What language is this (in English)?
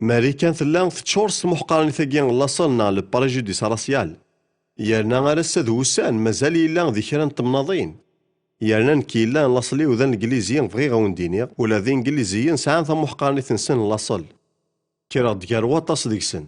Kabyle